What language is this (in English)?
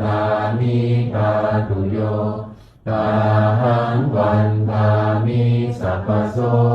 Pali